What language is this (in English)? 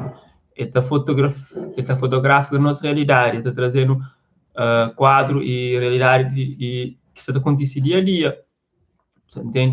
Kabuverdianu